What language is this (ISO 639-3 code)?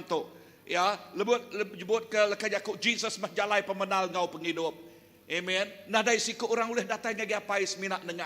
iba